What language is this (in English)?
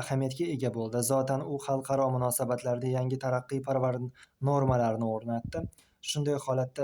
Uzbek